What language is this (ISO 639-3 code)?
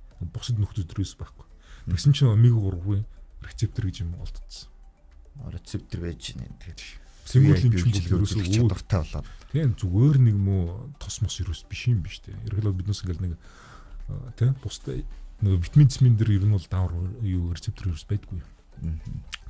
mon